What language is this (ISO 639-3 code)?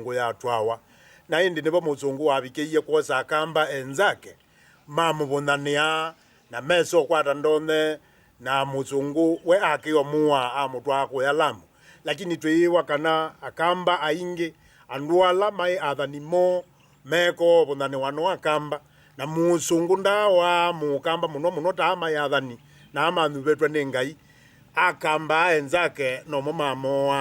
kam